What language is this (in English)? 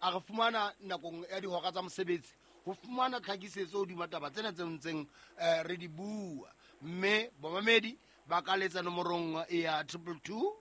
Southern Sotho